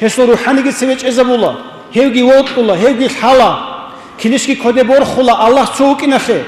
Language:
Avaric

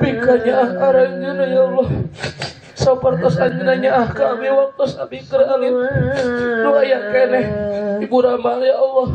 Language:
Sundanese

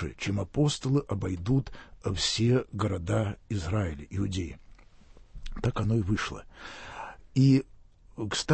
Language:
Russian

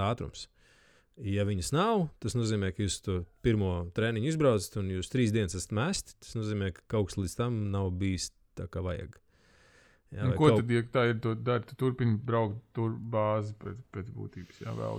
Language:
Latvian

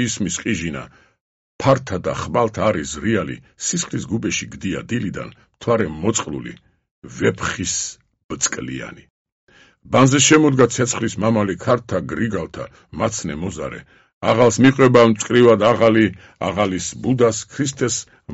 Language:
Georgian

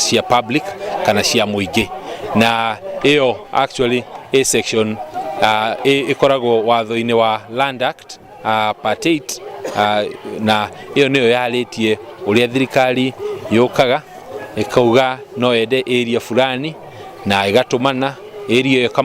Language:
Kikuyu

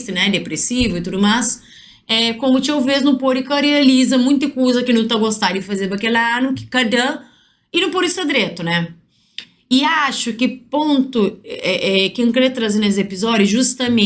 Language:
Kabuverdianu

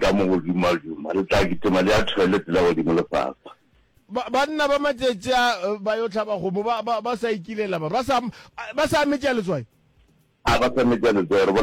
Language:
Northern Sotho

